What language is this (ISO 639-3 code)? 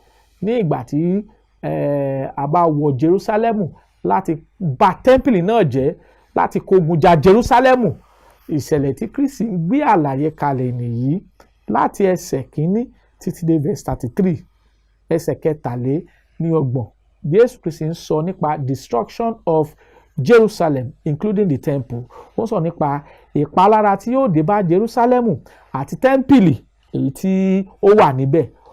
yor